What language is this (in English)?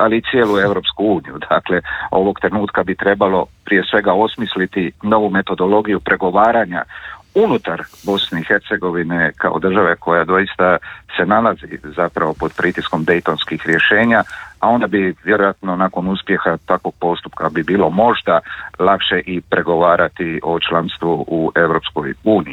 Croatian